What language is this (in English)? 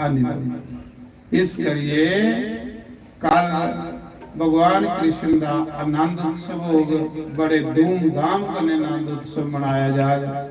Dogri